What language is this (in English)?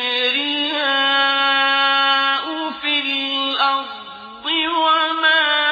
Arabic